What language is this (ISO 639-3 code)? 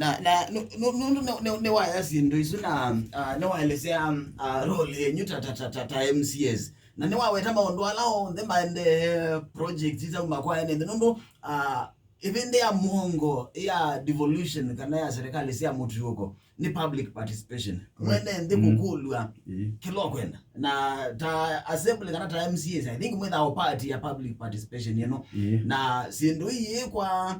kam